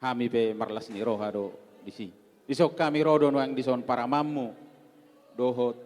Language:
Batak Toba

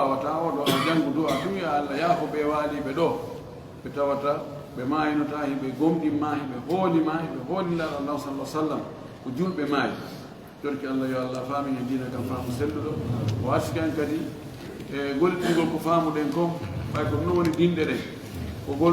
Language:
Fula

